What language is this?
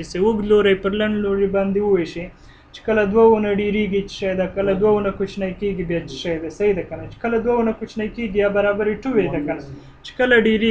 Pashto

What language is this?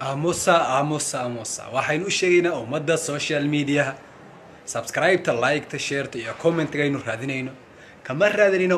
Somali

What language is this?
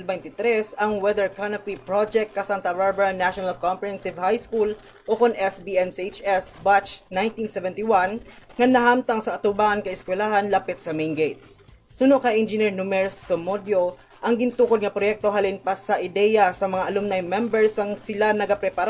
Hiligaynon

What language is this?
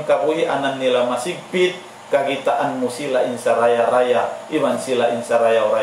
Tausug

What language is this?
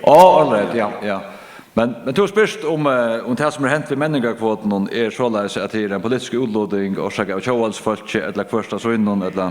Faroese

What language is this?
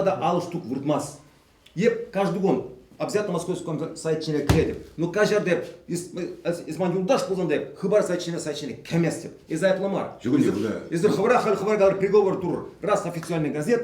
Chuvash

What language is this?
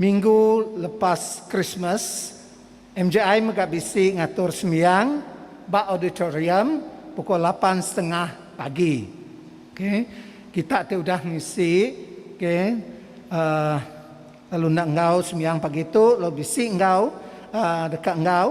Iban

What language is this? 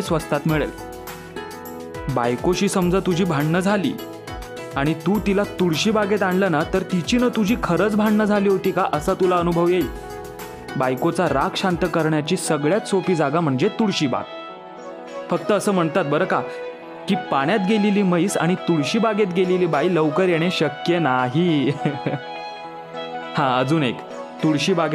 Marathi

